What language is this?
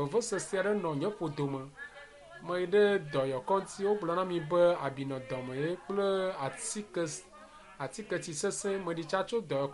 Ewe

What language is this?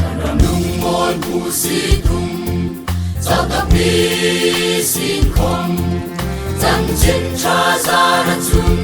Hmar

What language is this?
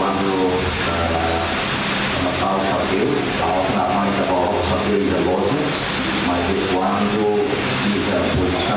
Tetum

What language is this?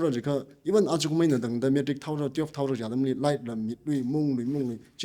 Tangkhul Naga (India)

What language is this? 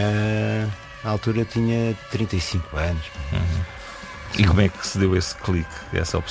Portuguese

